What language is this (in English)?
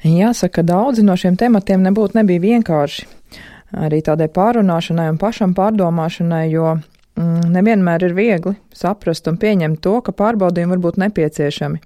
Latvian